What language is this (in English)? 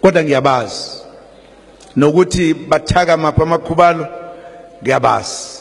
Zulu